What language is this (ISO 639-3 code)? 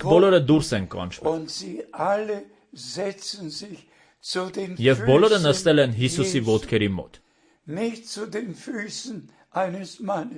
hye